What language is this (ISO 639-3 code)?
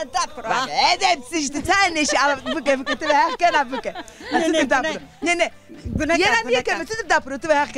zza